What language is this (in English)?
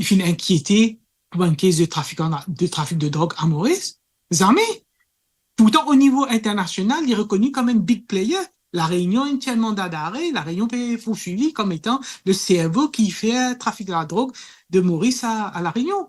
Morisyen